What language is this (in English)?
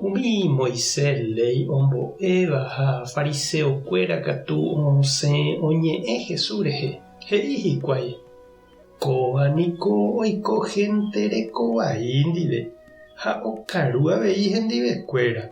Guarani